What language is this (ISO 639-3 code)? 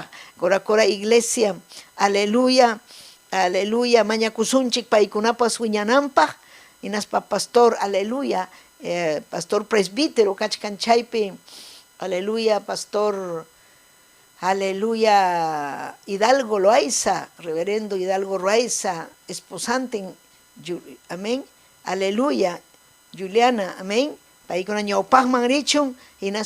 quy